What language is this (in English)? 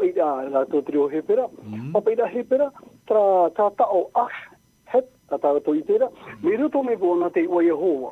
Tahitian